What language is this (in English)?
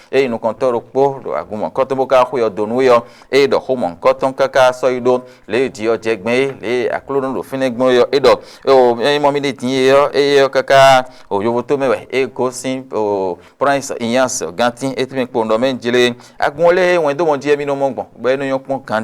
Fon